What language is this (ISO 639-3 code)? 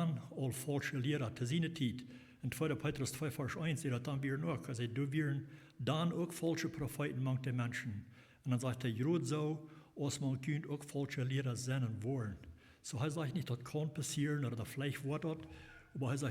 pdt